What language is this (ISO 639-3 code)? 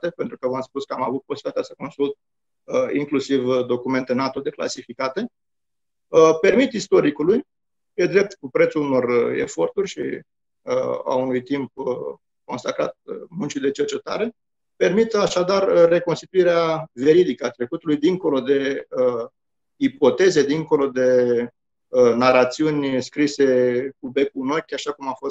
ron